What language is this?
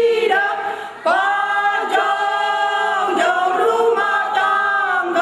Batak Toba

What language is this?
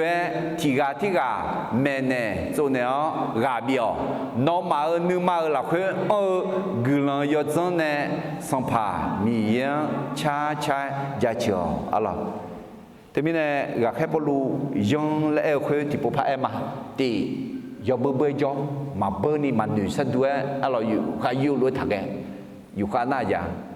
Akha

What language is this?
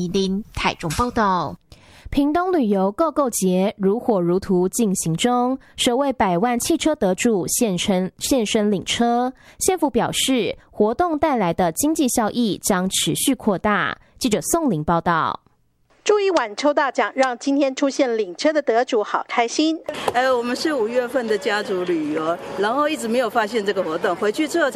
Chinese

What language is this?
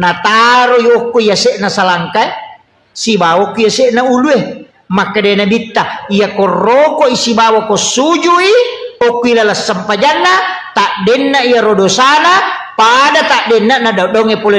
Buginese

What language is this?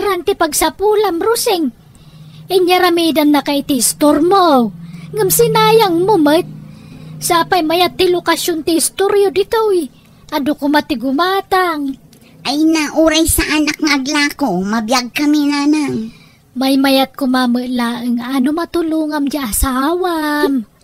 Iloko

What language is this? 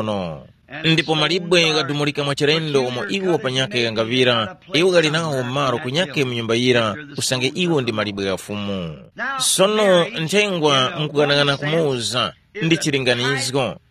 Tumbuka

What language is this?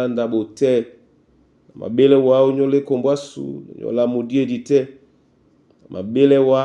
Duala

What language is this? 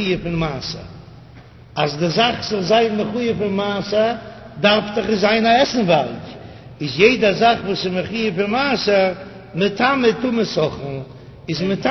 Yiddish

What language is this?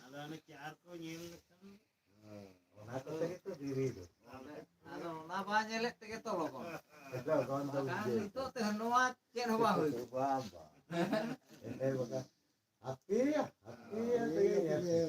Santali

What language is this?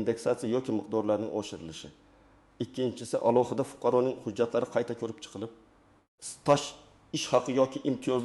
Uzbek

